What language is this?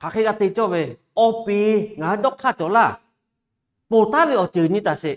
Lahu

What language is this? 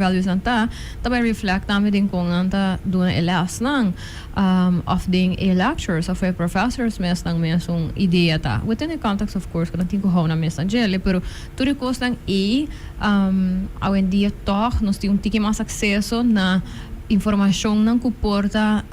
Papiamento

